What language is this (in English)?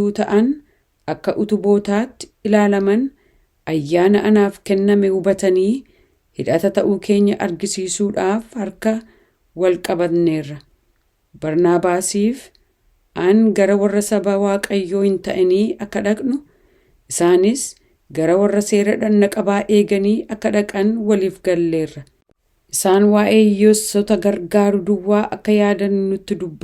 Oromo